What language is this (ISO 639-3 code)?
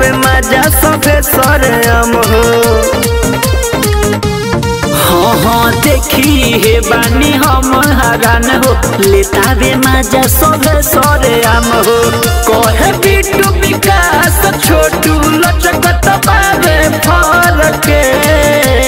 bho